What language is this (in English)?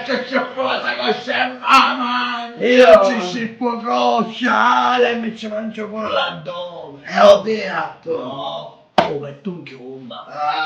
Sicilian